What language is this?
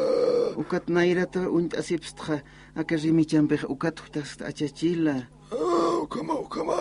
Aymara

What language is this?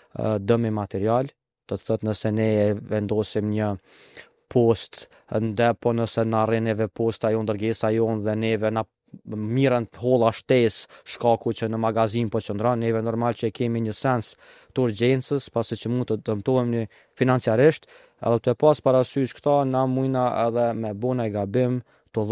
Albanian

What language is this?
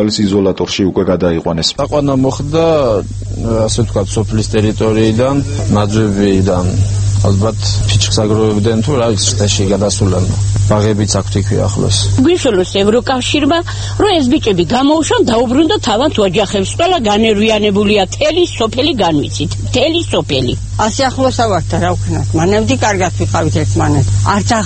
Georgian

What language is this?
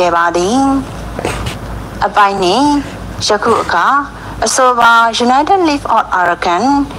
Rohingya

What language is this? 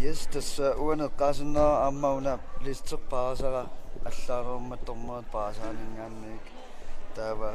Kalaallisut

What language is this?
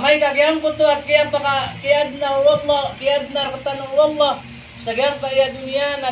Maranao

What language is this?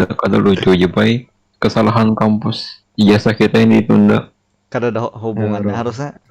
Banjar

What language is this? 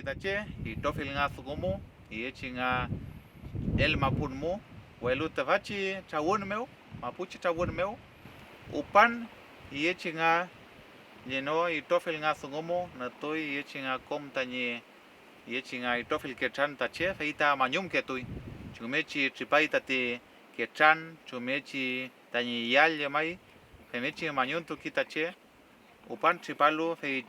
Mapuche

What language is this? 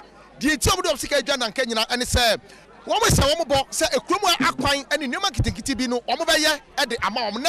Akan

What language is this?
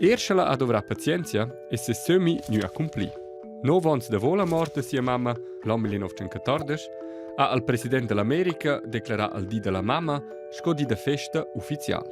Romansh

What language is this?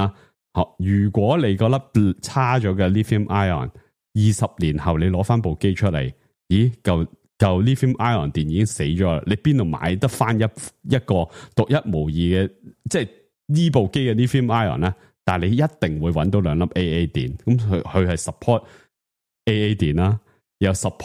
Cantonese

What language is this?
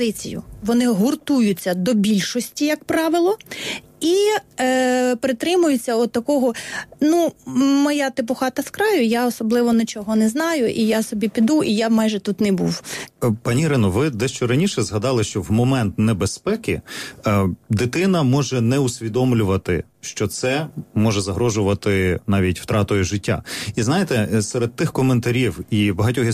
Ukrainian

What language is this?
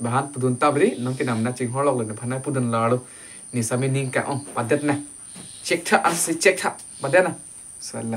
Karbi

